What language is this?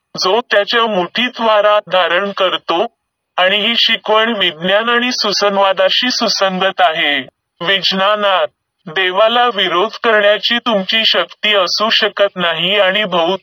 Marathi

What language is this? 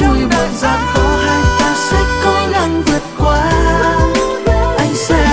Vietnamese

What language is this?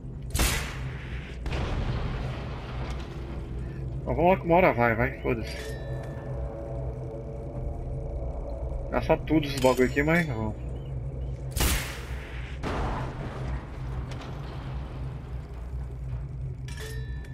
Portuguese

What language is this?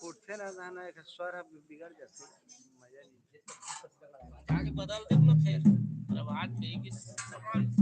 Chhattisgarhi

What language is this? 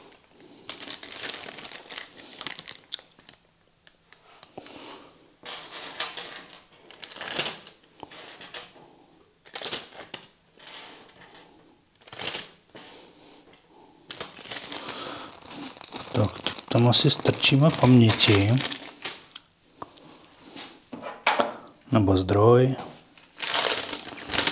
Czech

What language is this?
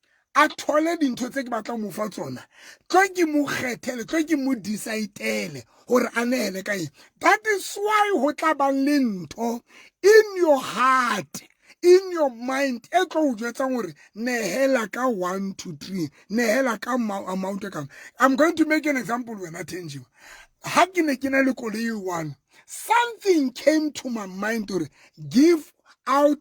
Southern Sotho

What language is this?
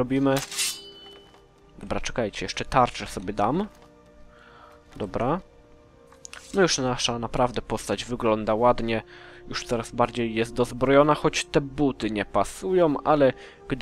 Polish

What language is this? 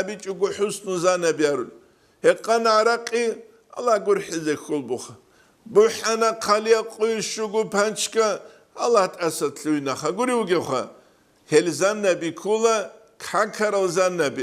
Avaric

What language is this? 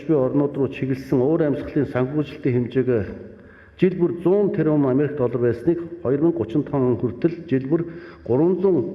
Mongolian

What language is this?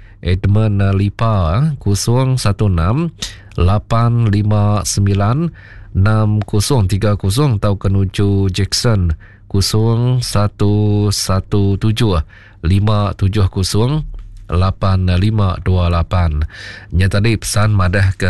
Iban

